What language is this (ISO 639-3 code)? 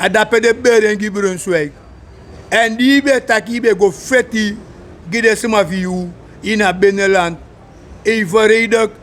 srn